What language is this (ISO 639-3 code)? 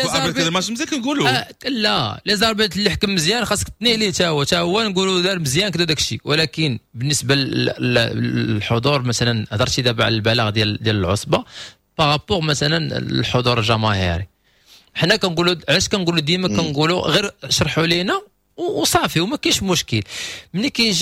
ary